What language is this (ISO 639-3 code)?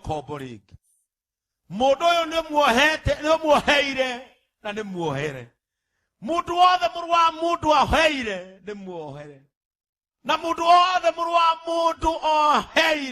kik